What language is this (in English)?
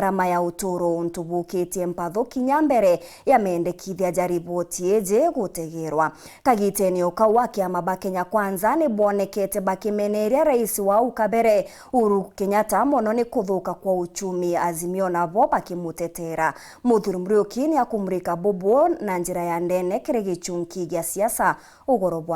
Meru